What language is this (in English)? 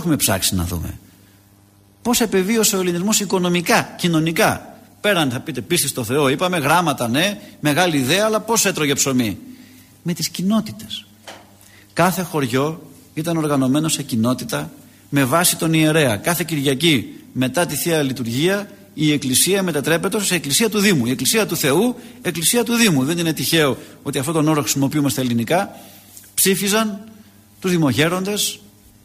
Greek